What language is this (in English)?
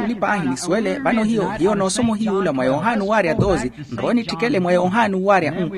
Makhuwa